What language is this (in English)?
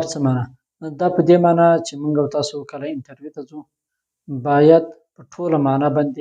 Pashto